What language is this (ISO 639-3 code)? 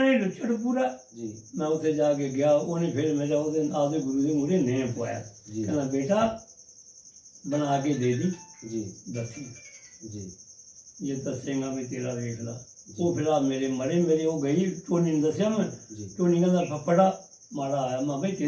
pan